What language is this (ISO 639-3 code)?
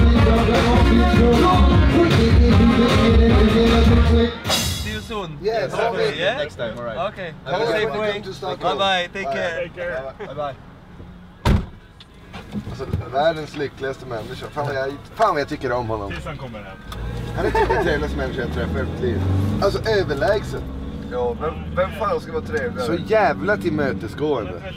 swe